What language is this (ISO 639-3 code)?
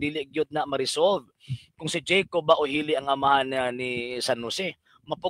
ceb